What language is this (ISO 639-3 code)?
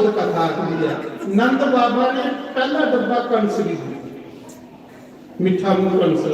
doi